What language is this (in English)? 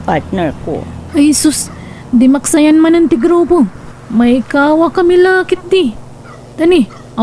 Iloko